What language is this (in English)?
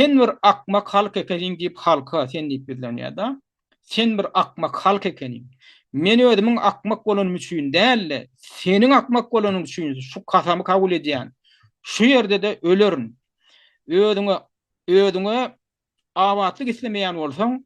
Turkmen